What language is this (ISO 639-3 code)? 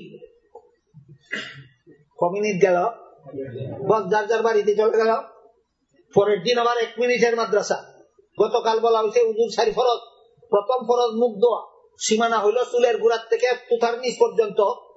ben